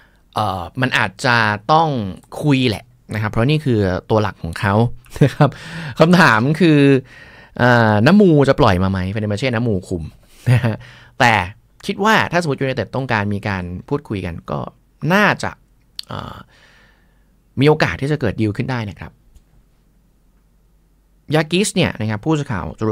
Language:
Thai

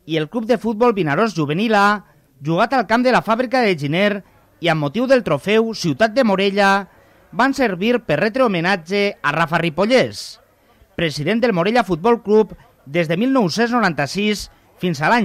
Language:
Catalan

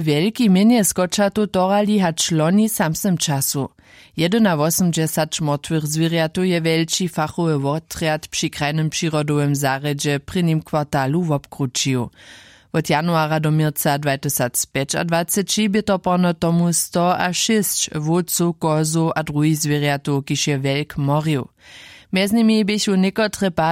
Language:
Upper Sorbian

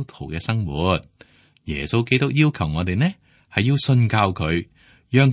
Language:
Cantonese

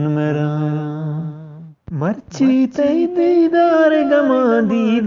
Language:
Eastern Balochi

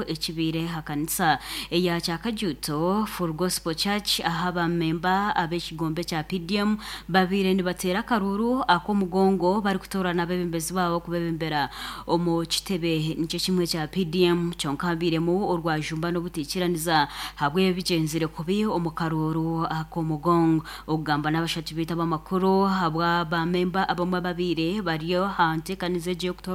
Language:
Nyankole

